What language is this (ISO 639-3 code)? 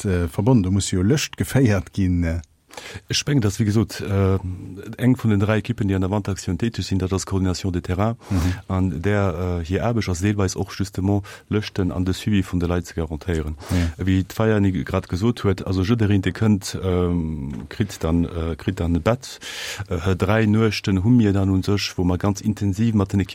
ltz